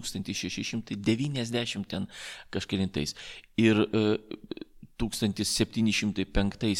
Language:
Lithuanian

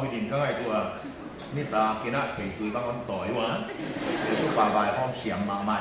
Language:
Paite Chin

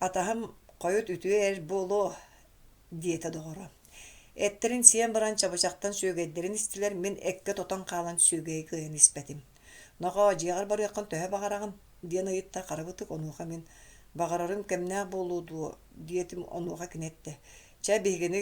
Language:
Yakut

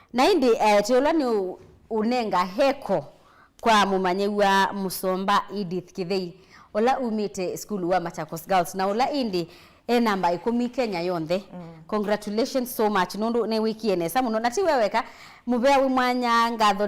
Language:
Kamba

